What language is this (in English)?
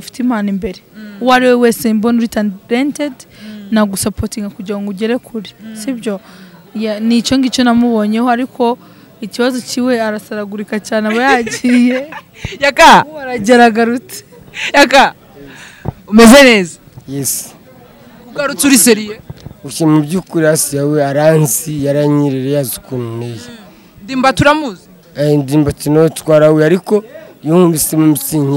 Kinyarwanda